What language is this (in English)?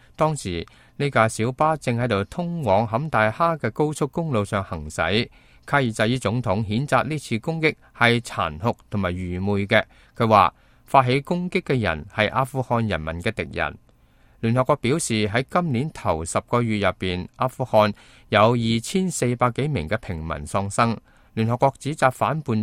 Cantonese